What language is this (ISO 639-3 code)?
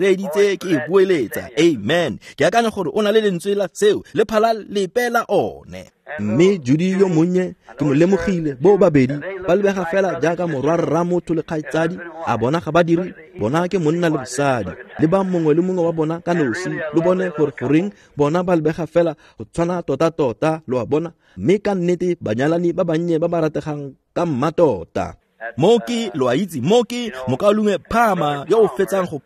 tsn